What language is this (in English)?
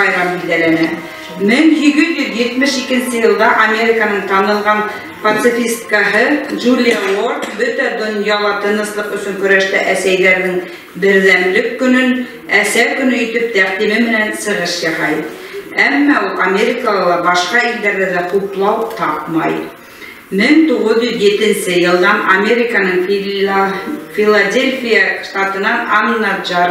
Bashkir